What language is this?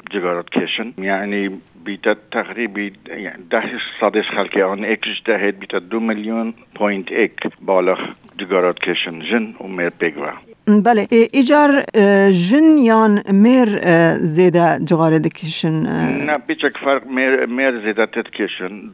Kurdish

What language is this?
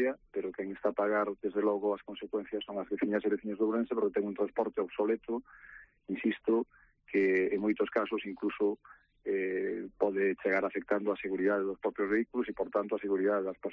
Galician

